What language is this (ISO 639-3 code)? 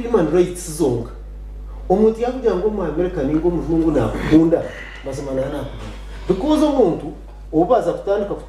nyn